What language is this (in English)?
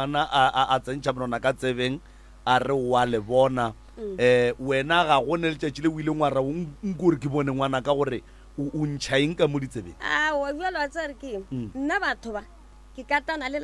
Northern Sotho